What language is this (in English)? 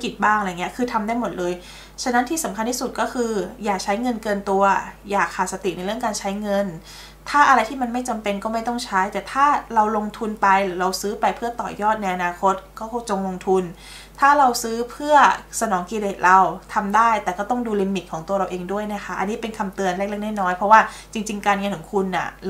Thai